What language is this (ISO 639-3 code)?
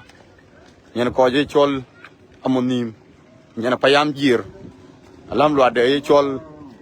din